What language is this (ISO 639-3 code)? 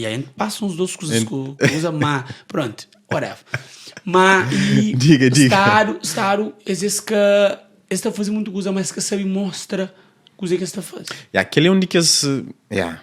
kea